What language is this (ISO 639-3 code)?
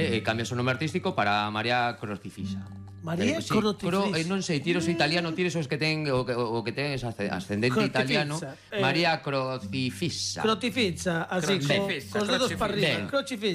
glg